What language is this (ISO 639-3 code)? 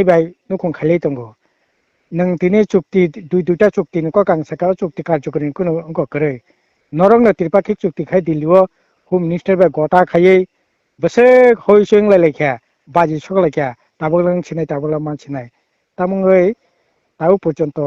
trp